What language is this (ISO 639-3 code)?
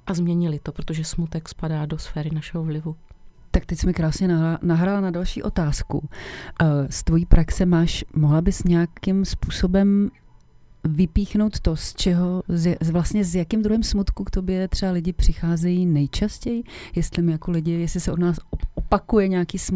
ces